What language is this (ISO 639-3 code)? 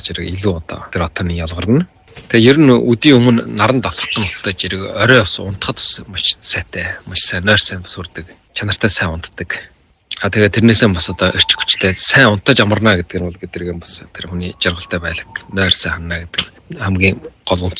mon